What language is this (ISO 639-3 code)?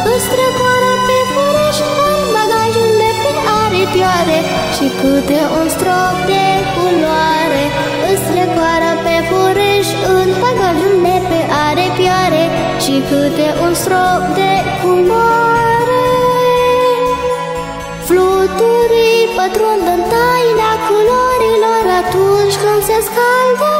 ron